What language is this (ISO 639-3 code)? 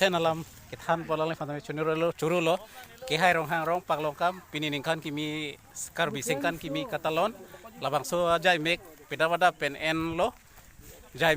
mjw